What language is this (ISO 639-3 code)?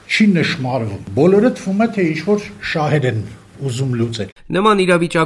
hye